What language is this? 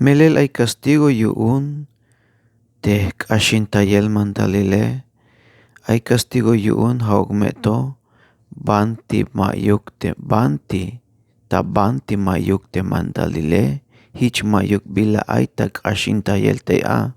Tzeltal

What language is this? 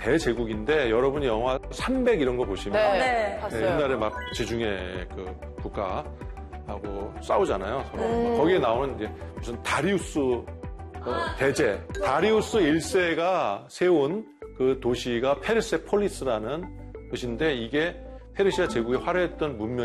Korean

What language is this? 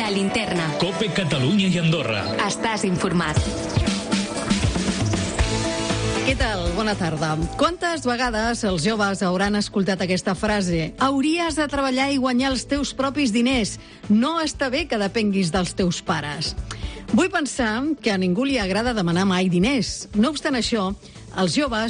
Catalan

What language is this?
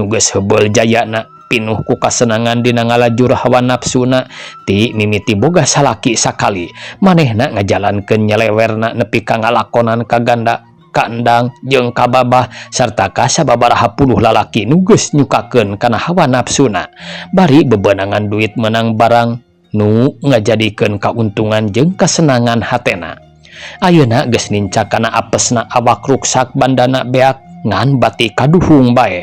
Sundanese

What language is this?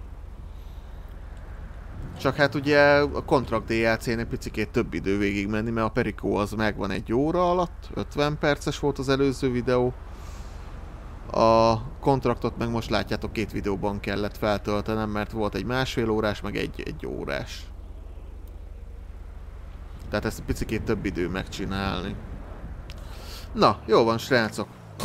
Hungarian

